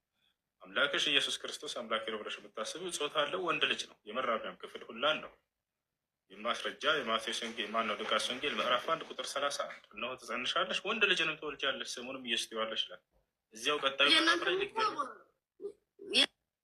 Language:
Amharic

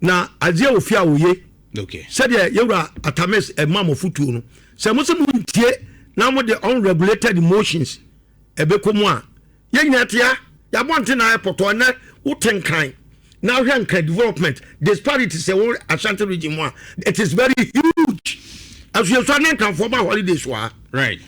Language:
Akan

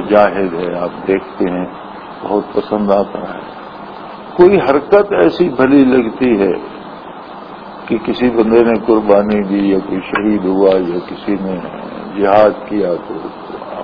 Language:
Urdu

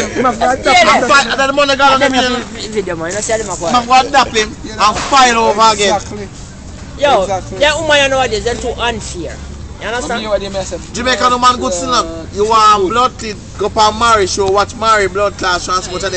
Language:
Jamaican Creole English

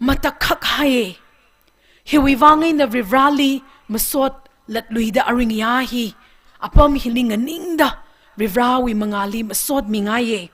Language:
Tangkhul Naga (India)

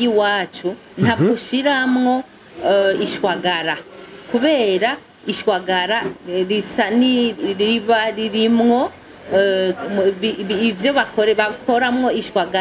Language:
Rundi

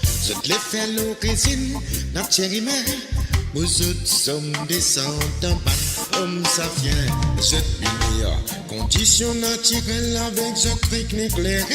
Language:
Morisyen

